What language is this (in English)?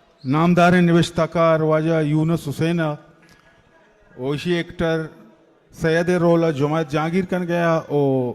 Eastern Balochi